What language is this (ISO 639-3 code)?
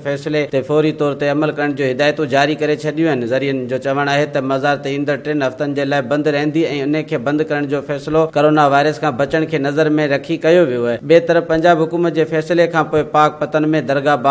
snd